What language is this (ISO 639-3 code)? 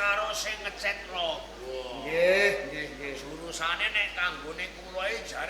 jav